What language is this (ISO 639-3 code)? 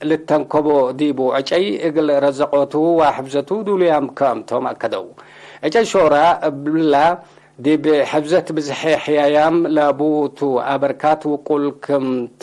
tig